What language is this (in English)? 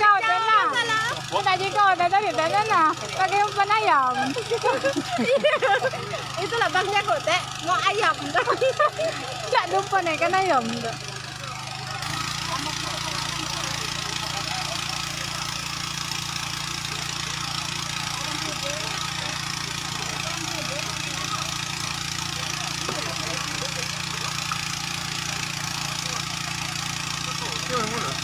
Malay